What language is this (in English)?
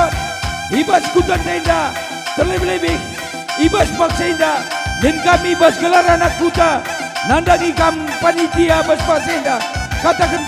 Batak Karo